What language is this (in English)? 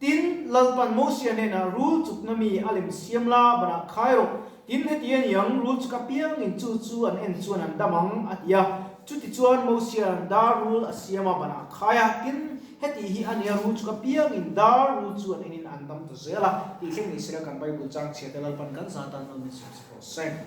Mizo